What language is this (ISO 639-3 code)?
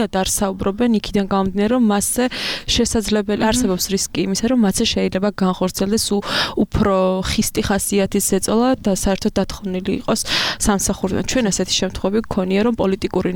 kat